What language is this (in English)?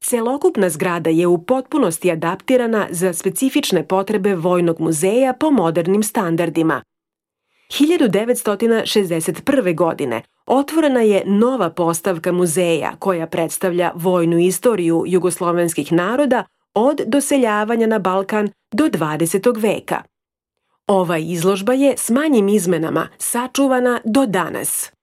Serbian